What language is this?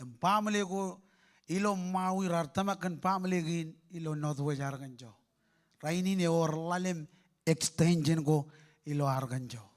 Marshallese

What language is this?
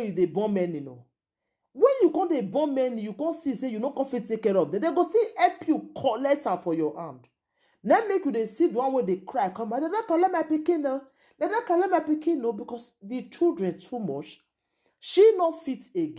Nigerian Pidgin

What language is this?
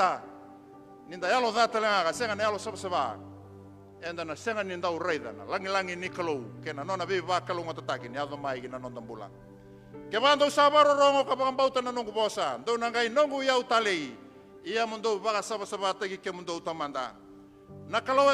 Fijian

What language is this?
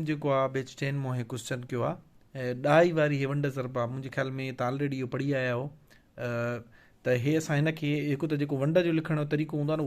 Sindhi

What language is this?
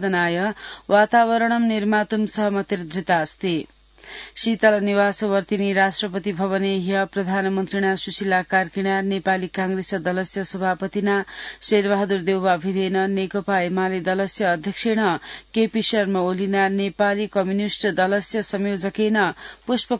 Sanskrit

